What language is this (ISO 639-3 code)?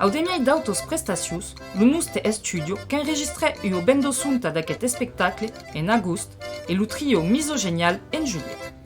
oci